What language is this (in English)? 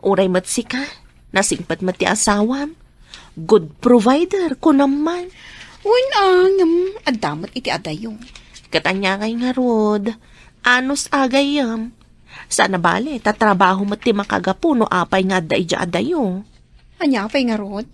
Iloko